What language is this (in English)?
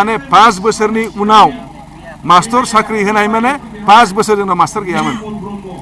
Bodo